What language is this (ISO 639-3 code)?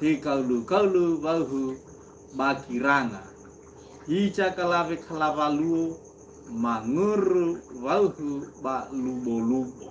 nia